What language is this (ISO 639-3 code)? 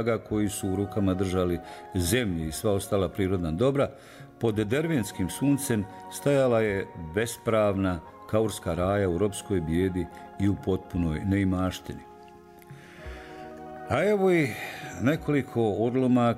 bos